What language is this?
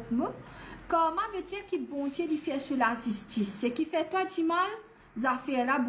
Morisyen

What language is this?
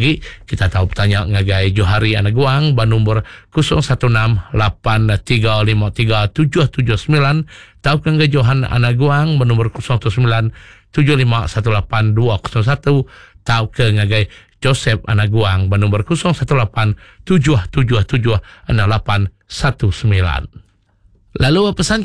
Iban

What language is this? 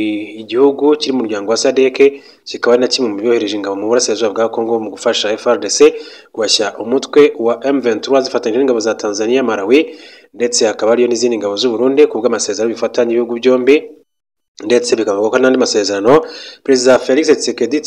Kinyarwanda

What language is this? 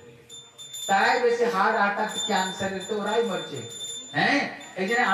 Bangla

